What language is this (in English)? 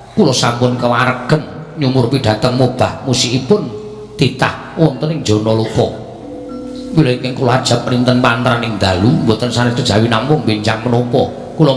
Javanese